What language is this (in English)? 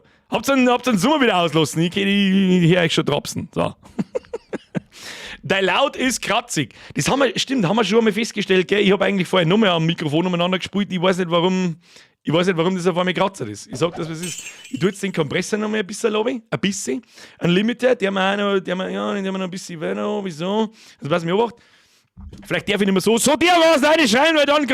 Bavarian